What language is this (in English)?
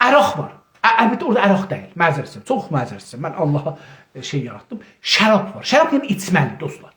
South Azerbaijani